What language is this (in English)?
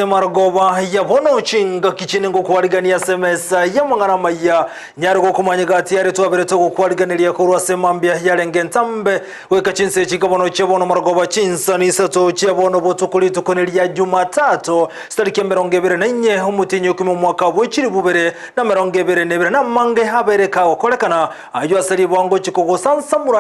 Gusii